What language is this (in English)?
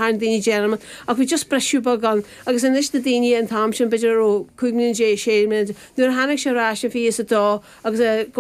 Irish